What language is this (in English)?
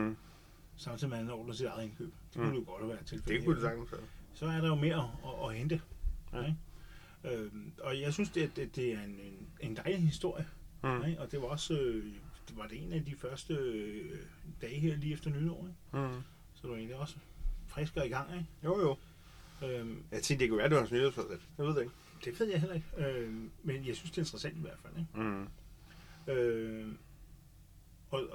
Danish